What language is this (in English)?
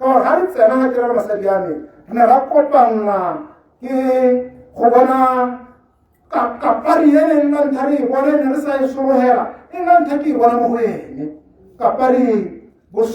Tswana